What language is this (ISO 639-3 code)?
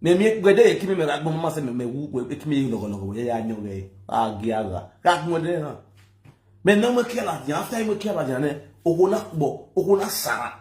pcm